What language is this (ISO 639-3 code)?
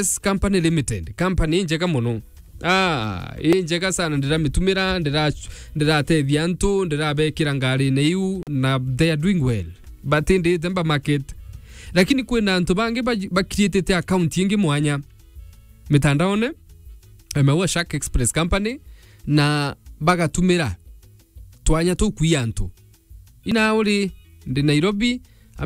mer